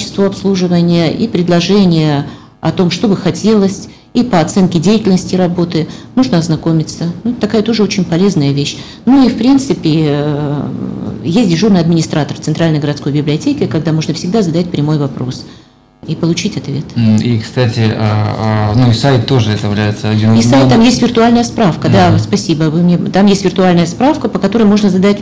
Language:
Russian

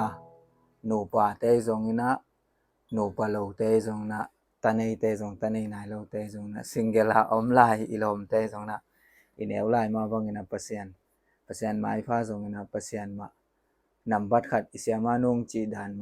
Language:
Tedim Chin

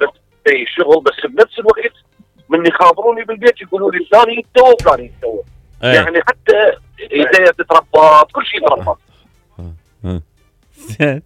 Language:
Mesopotamian Arabic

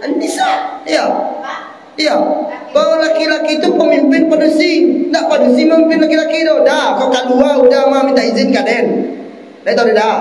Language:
Minangkabau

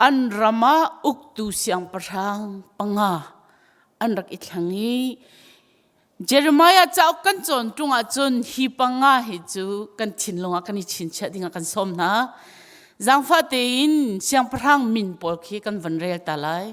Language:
Hakha Chin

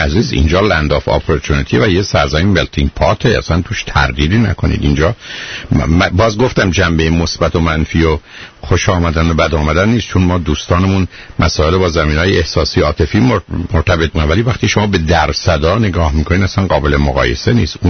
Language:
Persian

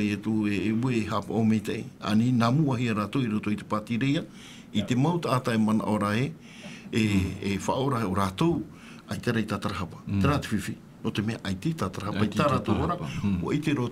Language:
Tahitian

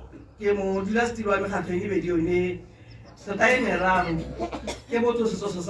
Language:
Tswana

